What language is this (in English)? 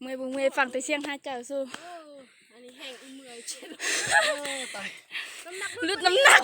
Lao